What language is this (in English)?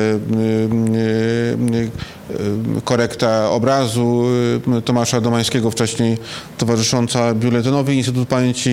Polish